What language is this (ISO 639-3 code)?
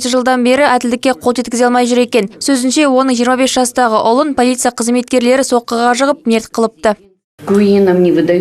kaz